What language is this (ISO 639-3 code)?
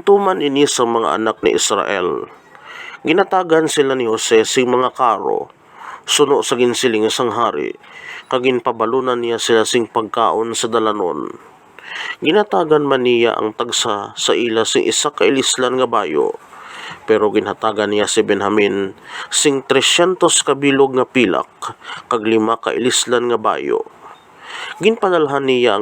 hil